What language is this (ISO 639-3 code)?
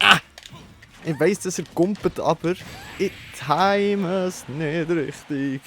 gsw